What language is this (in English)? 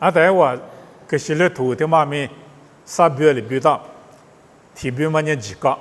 Lisu